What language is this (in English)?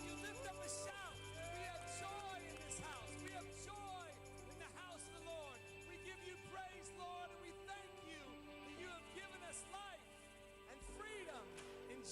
Ewe